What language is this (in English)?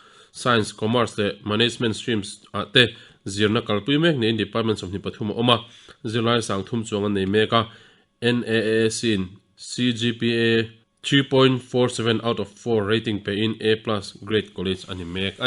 Mizo